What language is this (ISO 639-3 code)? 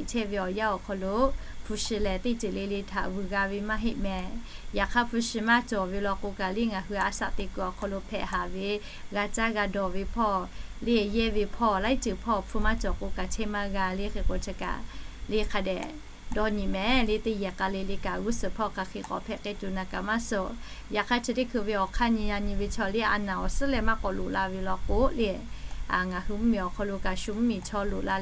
lhu